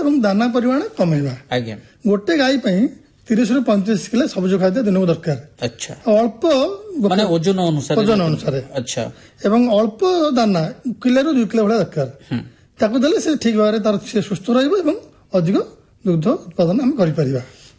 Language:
Odia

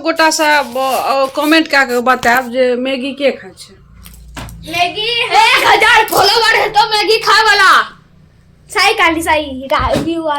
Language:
Maithili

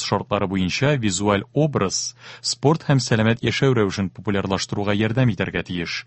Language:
Tatar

